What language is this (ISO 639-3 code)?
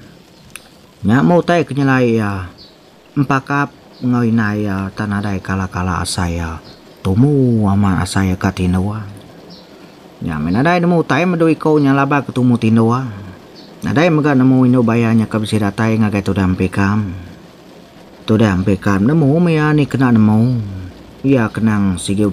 iba